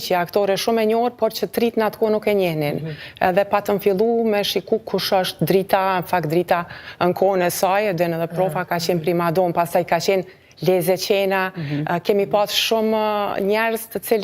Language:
Albanian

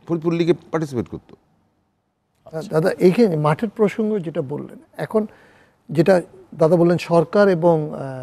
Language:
Bangla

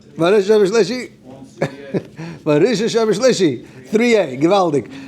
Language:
Yiddish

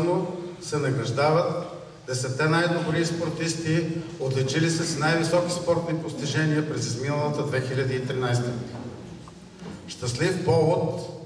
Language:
Bulgarian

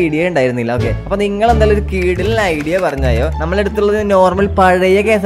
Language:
Malayalam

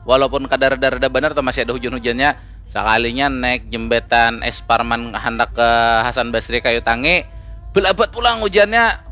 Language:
Banjar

